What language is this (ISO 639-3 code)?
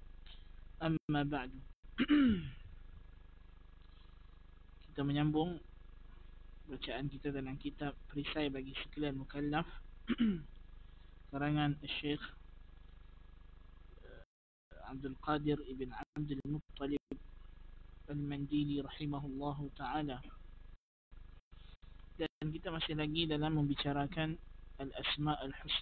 msa